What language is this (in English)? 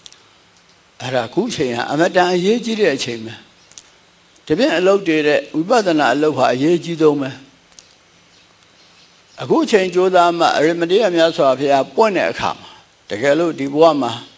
Burmese